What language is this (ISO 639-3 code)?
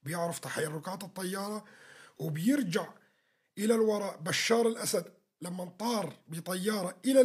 apc